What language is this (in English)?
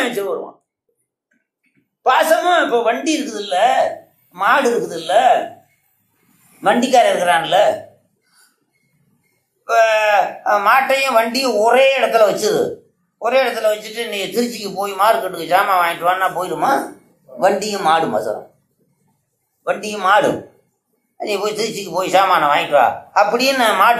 Tamil